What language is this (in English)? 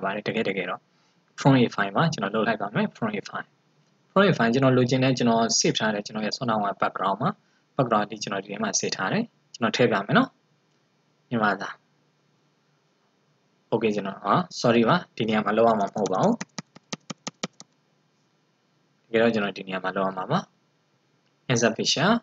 Burmese